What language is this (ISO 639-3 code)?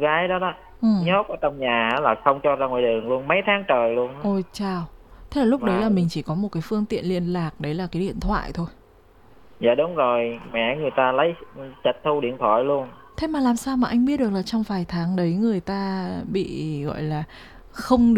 vie